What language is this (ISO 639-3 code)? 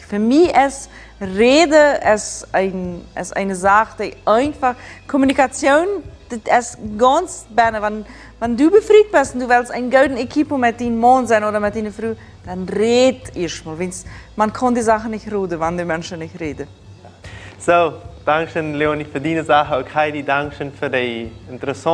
pdt